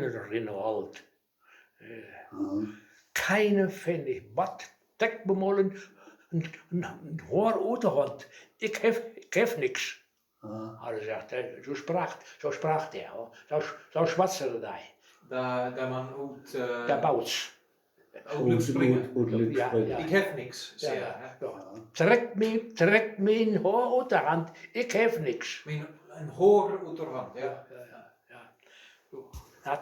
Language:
Westphalien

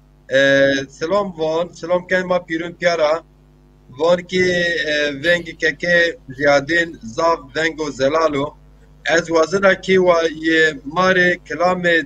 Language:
Zaza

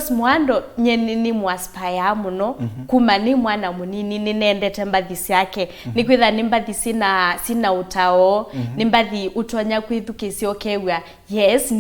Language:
Kamba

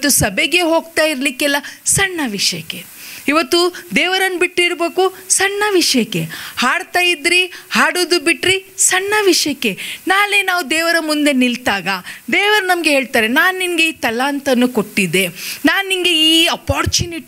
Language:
Kannada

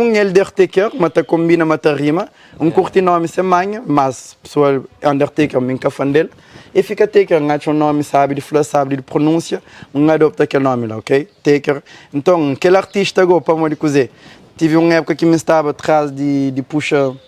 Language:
Kabuverdianu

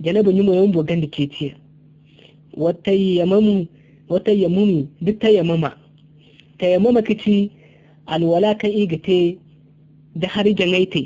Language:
Zarma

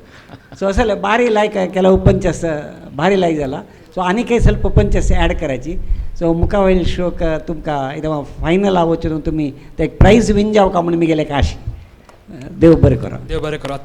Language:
Konkani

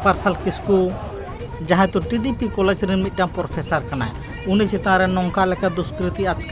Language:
Santali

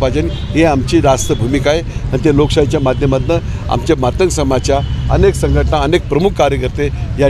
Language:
Marathi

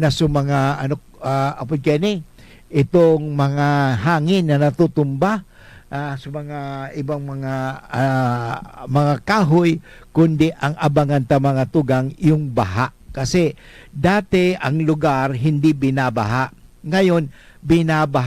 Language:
Bikol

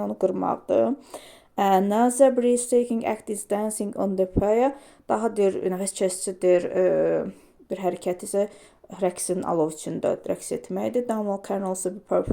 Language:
Azerbaijani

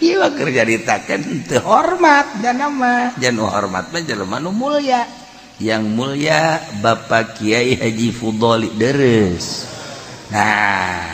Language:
Sundanese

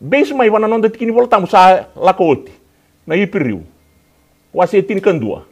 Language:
Fijian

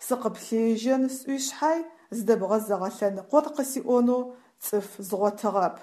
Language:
Adyghe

